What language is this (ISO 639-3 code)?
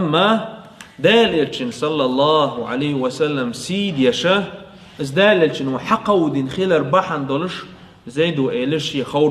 che